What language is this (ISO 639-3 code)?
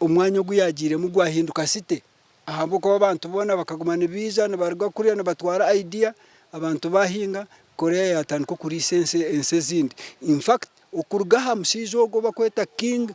nyn